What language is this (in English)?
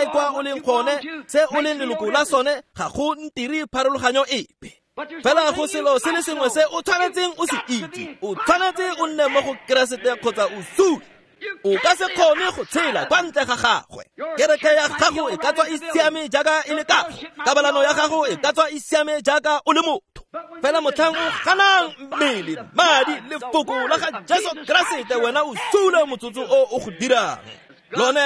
Tswana